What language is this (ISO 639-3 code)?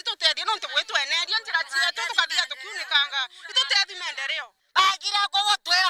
mer